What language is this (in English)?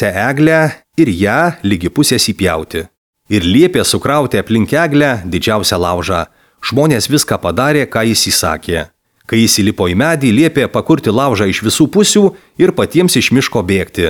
Lithuanian